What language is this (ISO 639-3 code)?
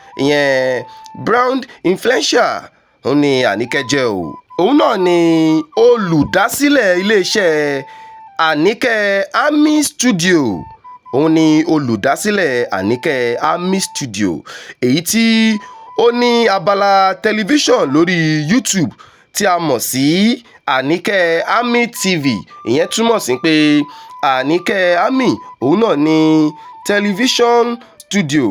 yor